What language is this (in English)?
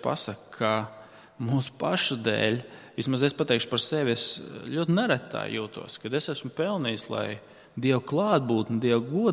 Latvian